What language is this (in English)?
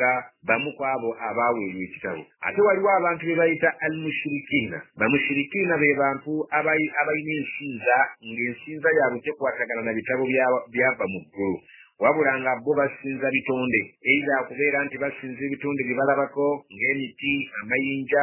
Ganda